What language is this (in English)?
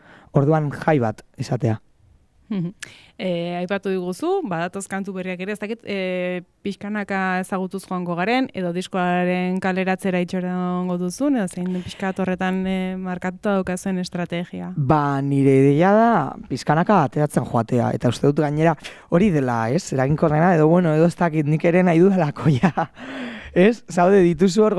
Basque